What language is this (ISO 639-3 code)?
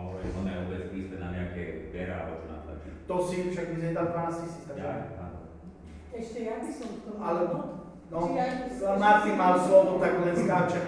slk